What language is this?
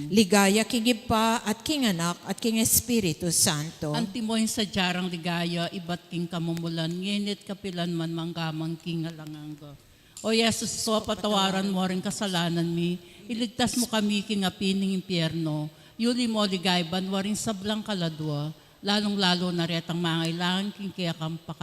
Pampanga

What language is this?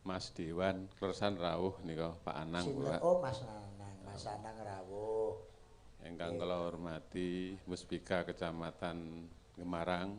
Javanese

